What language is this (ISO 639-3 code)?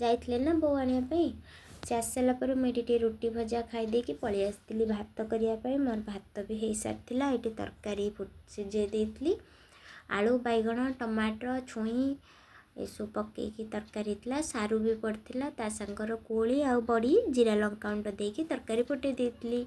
ori